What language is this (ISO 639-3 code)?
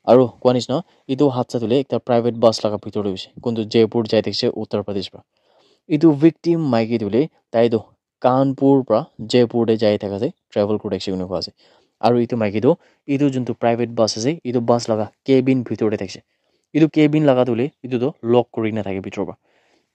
nag